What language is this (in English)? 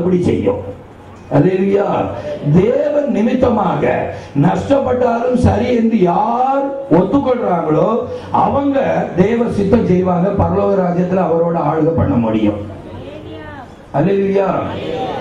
Tamil